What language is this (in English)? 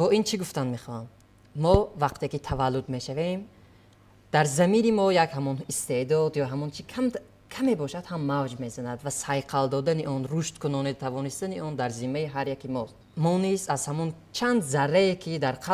Tajik